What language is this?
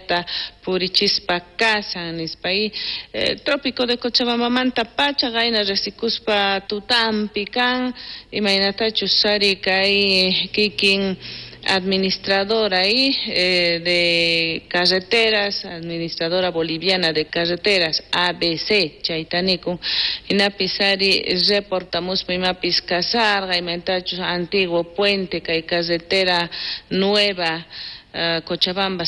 South Bolivian Quechua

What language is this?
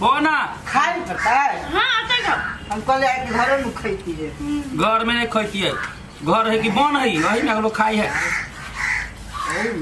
Maithili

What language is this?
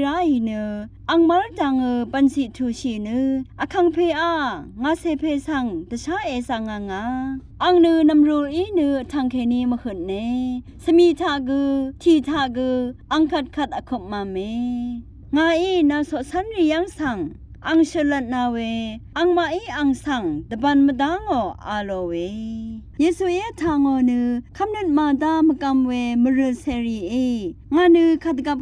Rawang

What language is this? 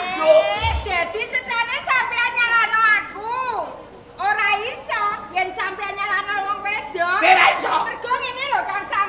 Javanese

